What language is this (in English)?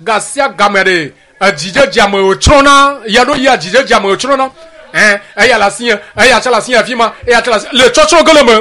Ewe